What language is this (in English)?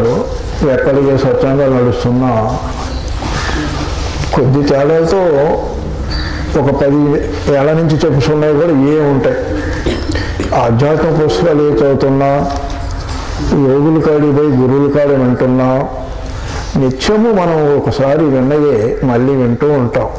Telugu